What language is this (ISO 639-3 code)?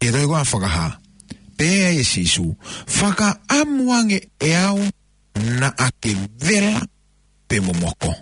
ton